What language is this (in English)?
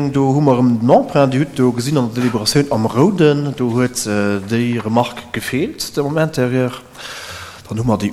Luxembourgish